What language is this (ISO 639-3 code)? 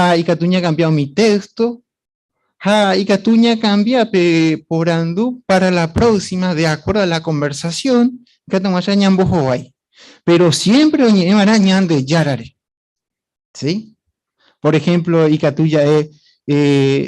grn